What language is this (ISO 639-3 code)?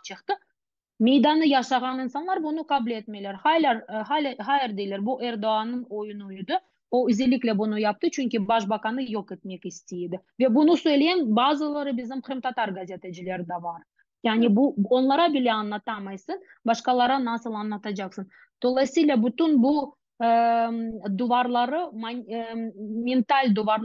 crh